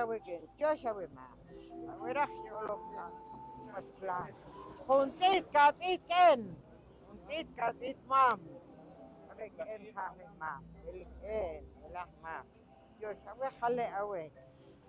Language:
Poqomchi'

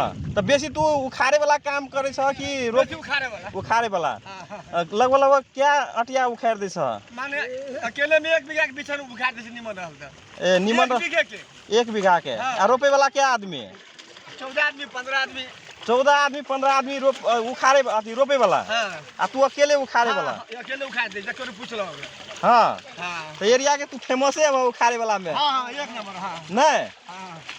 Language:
Magahi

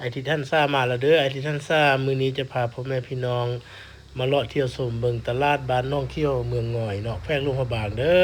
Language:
Lao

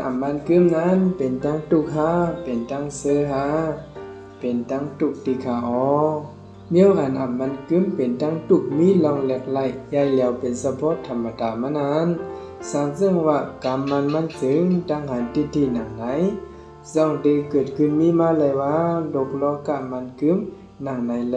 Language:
Shan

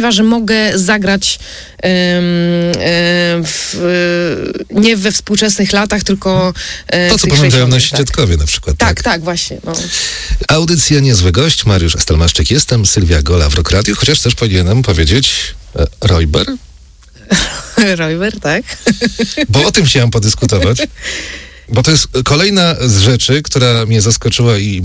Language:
Polish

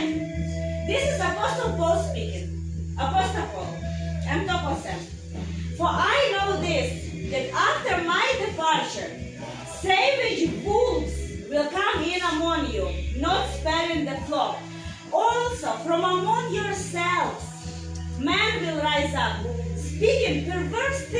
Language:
Tok Pisin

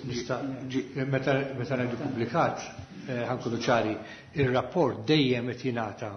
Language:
Maltese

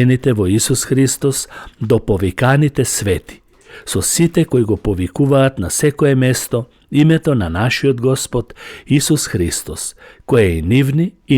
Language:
Macedonian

